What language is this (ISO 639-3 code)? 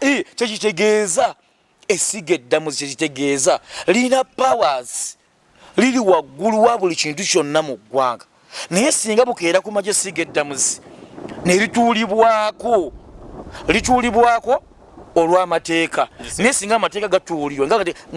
lug